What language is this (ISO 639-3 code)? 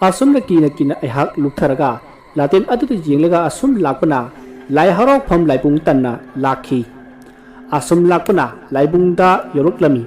mni